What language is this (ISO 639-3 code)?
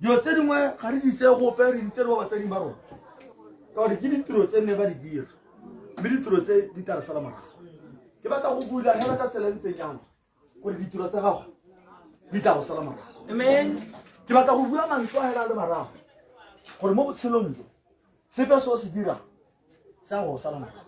tsn